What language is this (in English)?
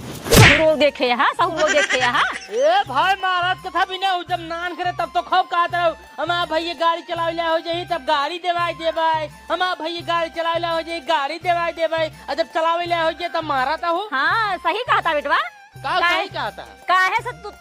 Awadhi